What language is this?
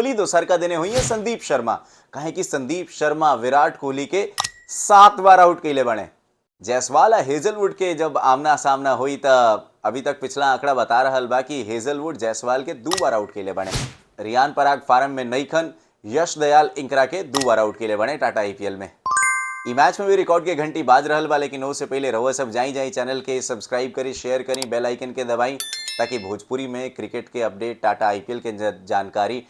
Bhojpuri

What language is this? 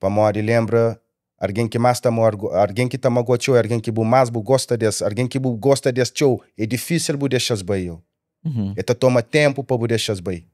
Kabuverdianu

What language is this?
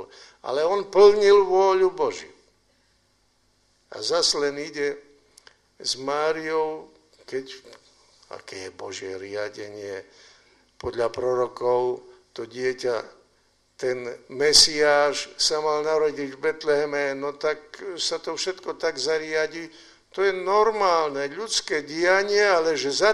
Slovak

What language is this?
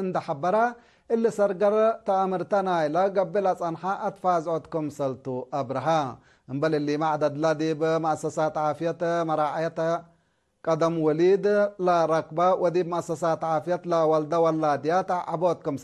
Tigre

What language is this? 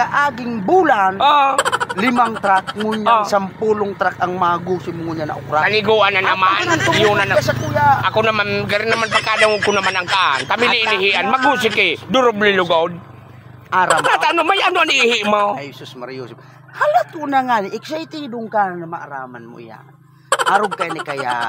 Bikol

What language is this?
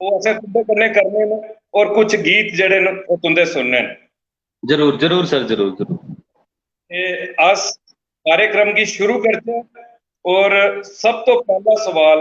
Dogri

